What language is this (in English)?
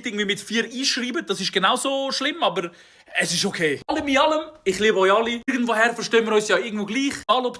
Swiss German